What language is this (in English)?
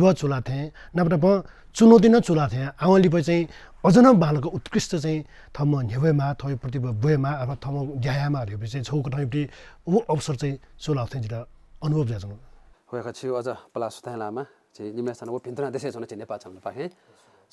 Newari